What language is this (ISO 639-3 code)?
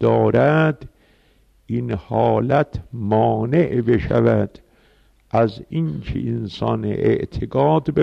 fas